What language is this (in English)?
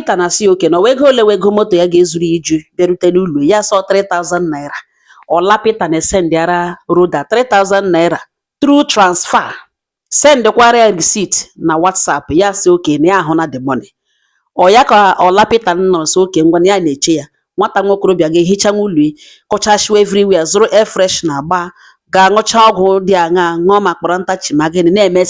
Igbo